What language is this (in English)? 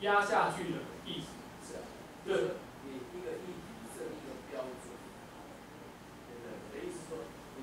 Chinese